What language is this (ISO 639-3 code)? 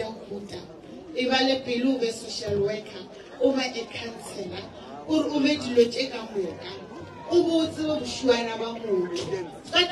nso